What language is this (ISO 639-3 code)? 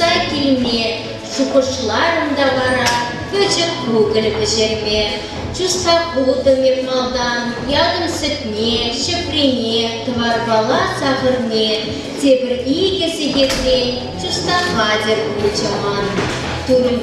chv